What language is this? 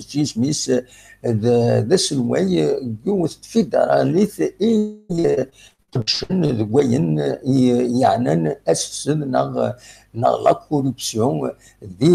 Kabyle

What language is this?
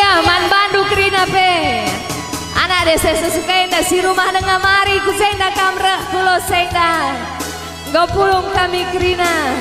Batak Karo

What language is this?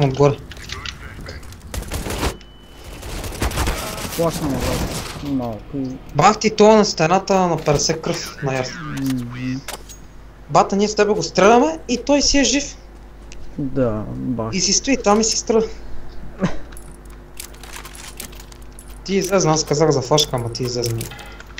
Bulgarian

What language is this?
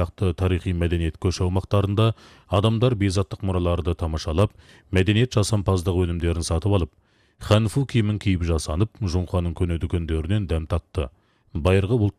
Kazakh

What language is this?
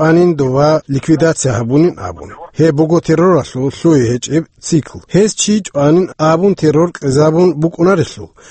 Avaric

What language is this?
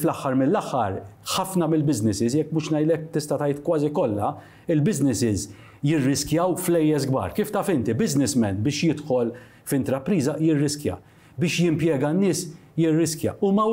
Maltese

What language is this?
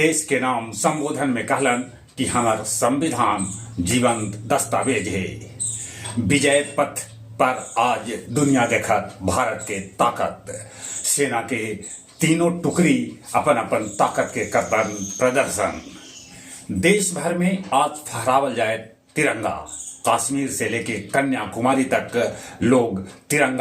Magahi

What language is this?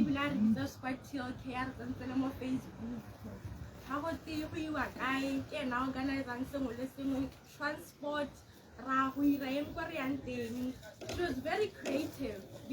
Tswana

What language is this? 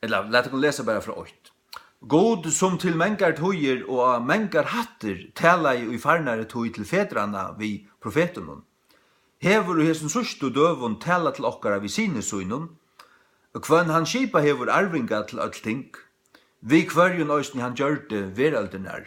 Faroese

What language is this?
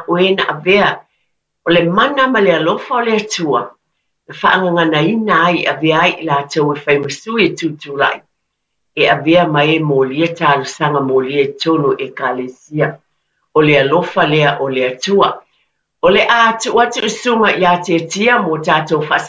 Samoan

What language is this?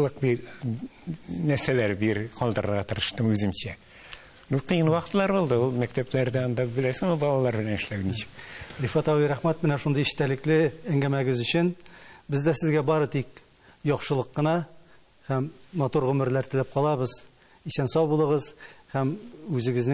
Tatar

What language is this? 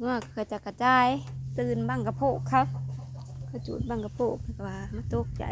Northeastern Thai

